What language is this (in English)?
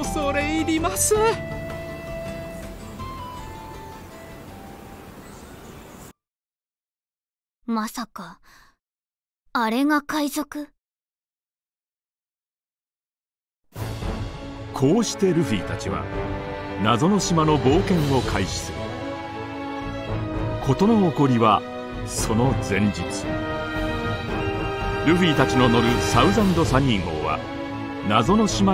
Japanese